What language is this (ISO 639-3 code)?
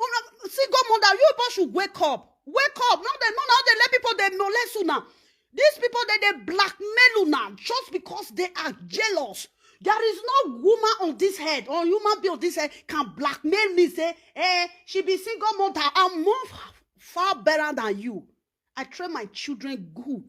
pcm